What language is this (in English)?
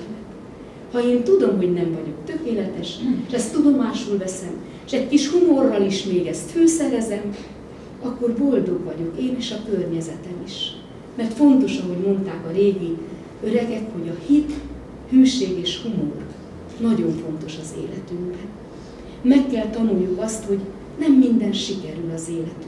Hungarian